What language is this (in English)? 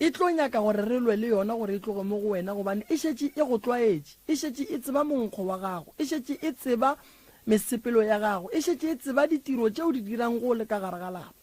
Northern Sotho